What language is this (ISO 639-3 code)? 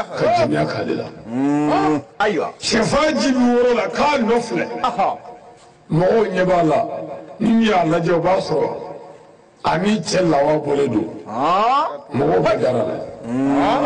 bam